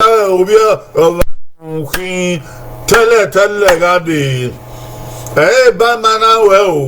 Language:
Bini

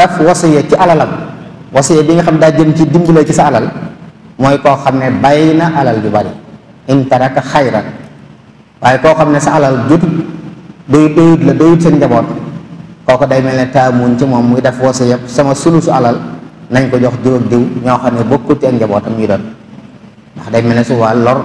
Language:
Wolof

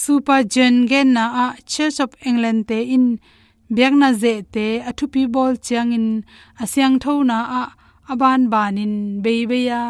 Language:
Tedim Chin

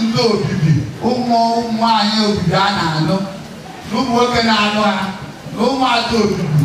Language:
Igbo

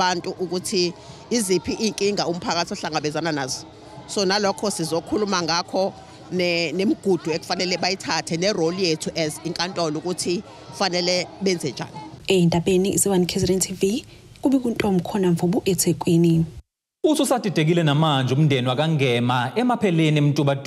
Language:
Zulu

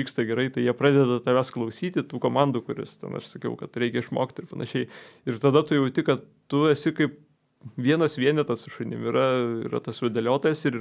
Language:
Lithuanian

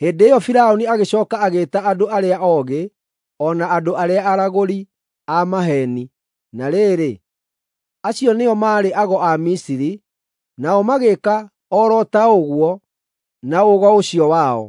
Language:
Kikuyu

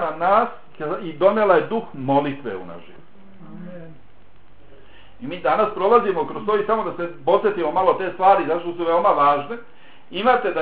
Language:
Bosnian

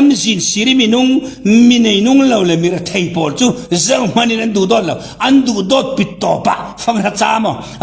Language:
Falam Chin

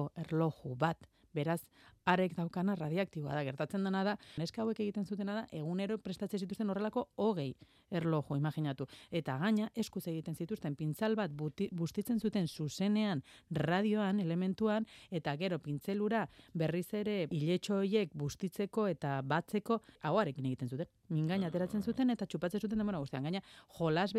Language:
Basque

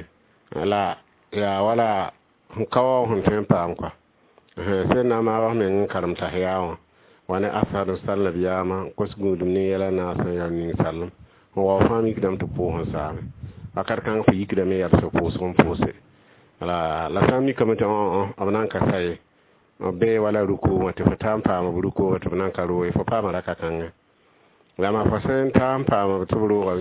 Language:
Mossi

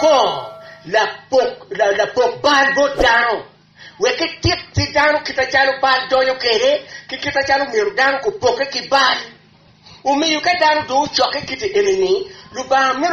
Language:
Acoli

